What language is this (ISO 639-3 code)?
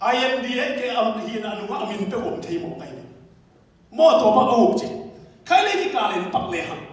ctd